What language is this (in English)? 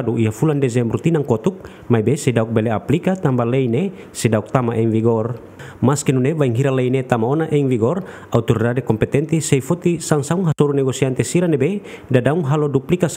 Tetum